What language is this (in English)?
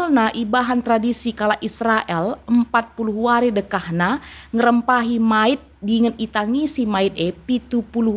Batak Karo